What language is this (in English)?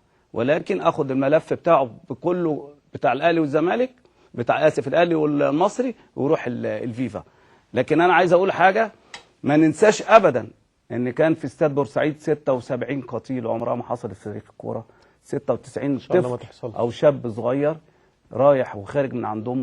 Egyptian Arabic